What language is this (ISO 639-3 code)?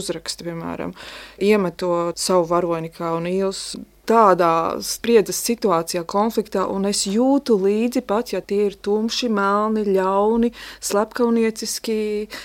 lav